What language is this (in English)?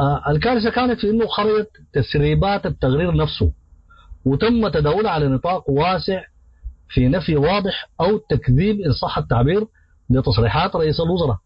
Sudanese Arabic